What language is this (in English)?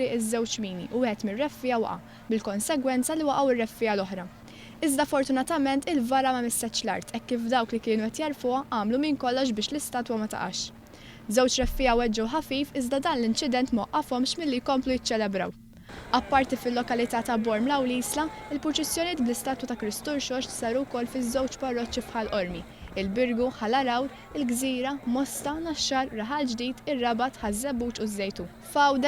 Maltese